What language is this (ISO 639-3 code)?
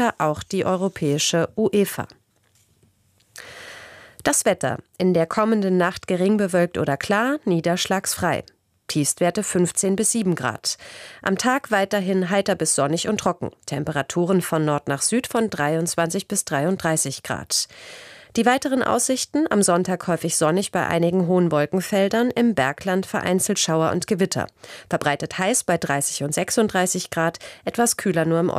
deu